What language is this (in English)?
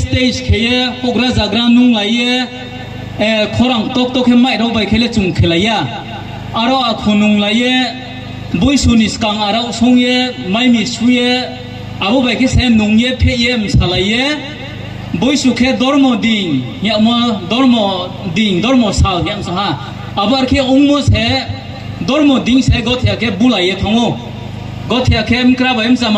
Riang (India)